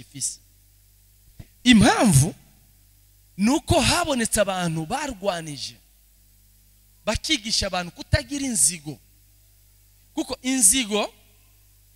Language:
Rundi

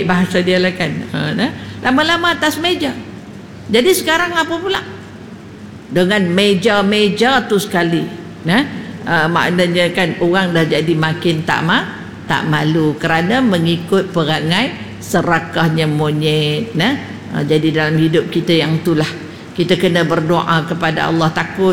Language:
Malay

